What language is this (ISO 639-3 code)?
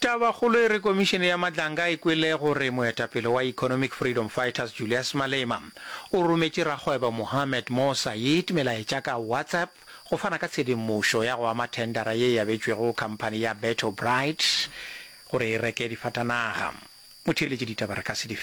nso